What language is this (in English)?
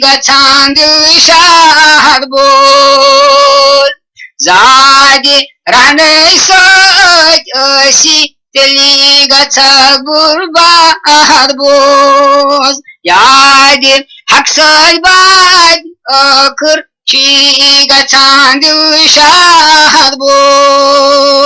Kashmiri